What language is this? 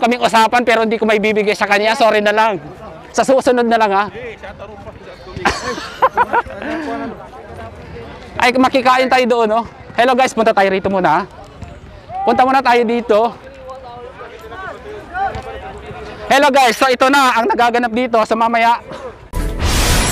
Filipino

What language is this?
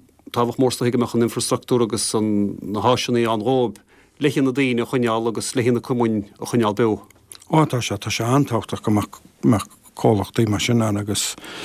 Irish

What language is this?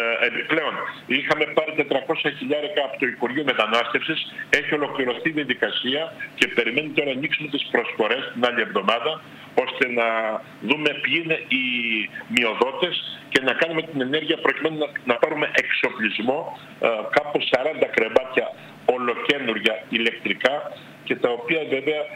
Greek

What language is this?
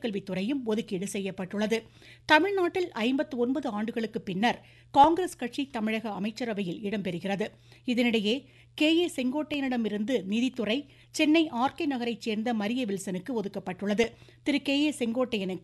Tamil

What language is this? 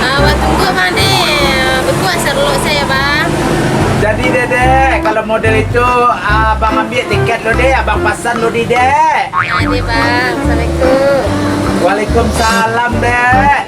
Minangkabau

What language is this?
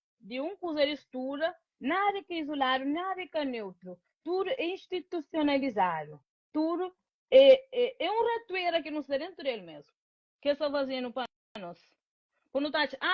Kabuverdianu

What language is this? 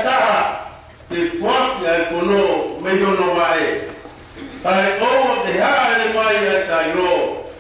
Tongan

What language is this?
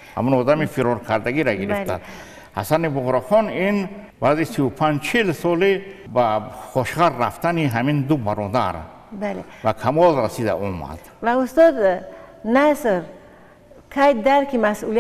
Tajik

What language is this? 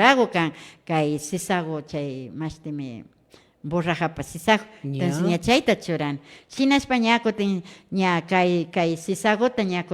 Imbabura Highland Quichua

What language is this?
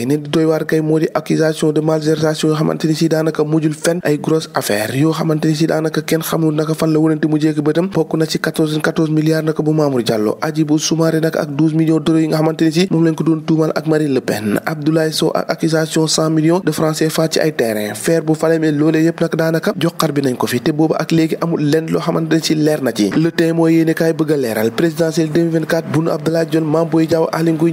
Wolof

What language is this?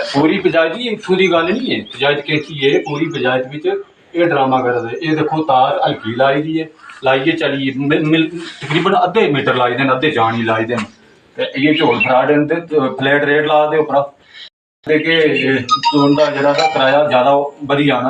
Dogri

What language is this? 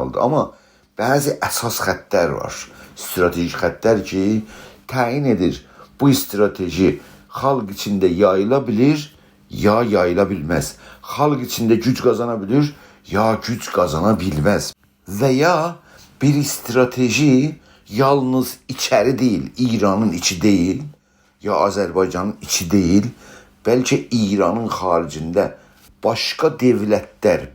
South Azerbaijani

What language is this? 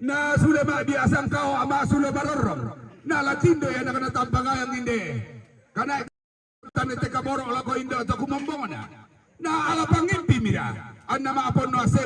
Toraja-Sa'dan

